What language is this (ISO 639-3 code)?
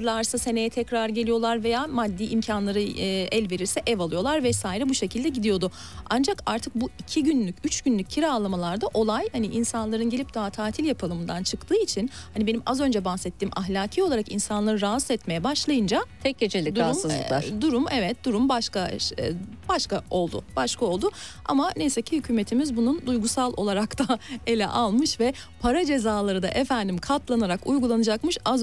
tur